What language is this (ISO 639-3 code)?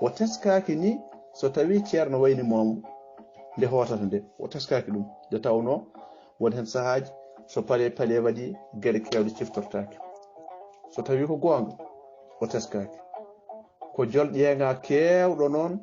ful